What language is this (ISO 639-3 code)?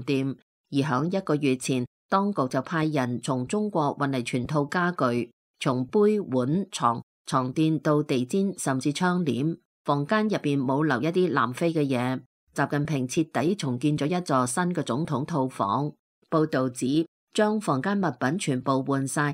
yue